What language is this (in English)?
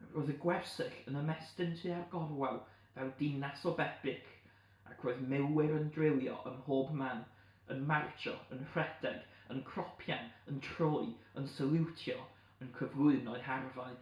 Welsh